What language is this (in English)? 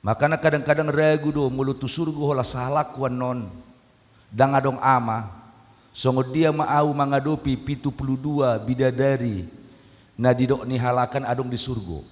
Batak Toba